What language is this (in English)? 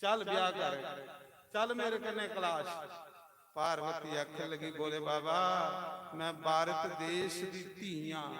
Dogri